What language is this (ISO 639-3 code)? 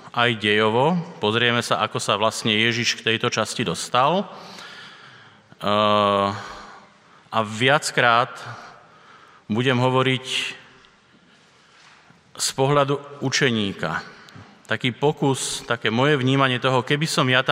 slk